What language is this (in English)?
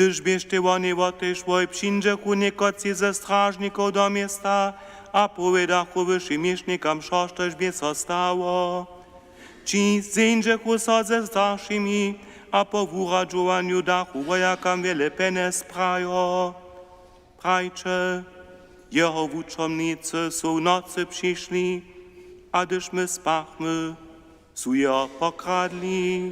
Upper Sorbian